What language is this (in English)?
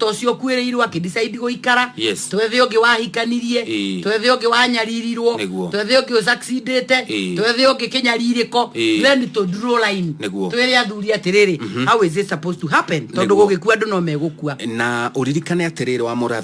Kikuyu